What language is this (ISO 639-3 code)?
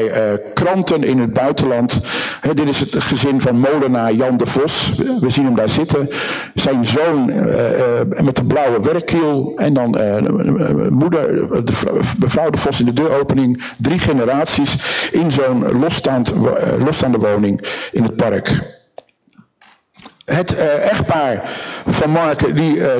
nld